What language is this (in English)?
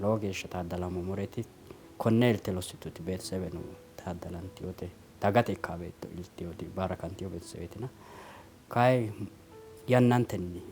Sidamo